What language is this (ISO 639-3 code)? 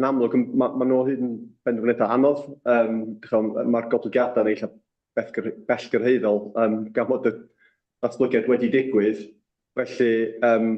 cym